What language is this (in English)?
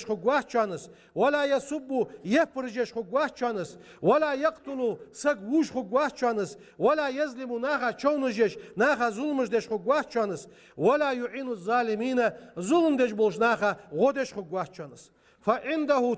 Ingush